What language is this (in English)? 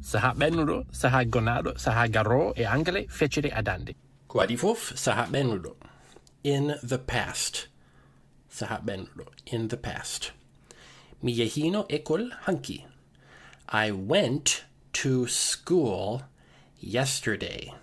Fula